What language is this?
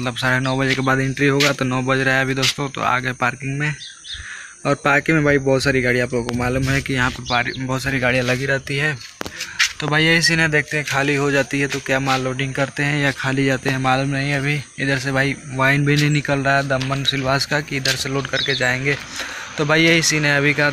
Hindi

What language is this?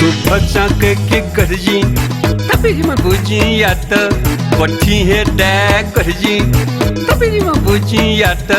Newari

